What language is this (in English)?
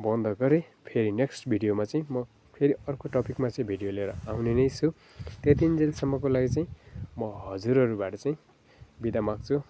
Nepali